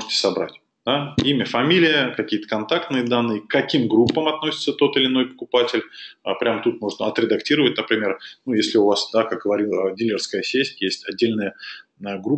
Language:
Russian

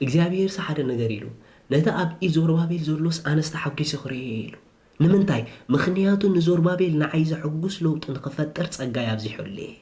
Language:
Tigrinya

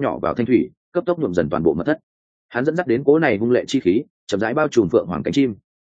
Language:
Vietnamese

